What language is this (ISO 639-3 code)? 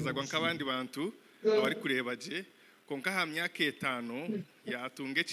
nyn